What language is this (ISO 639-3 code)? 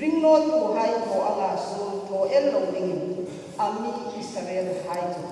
hmr